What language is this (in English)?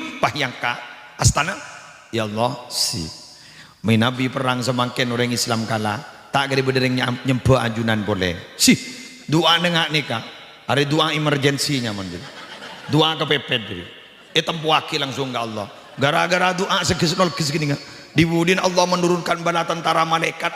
Madurese